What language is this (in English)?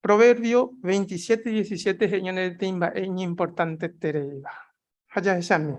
Guarani